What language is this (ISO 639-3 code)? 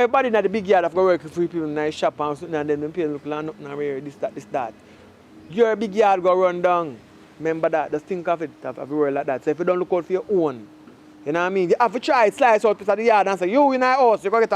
jam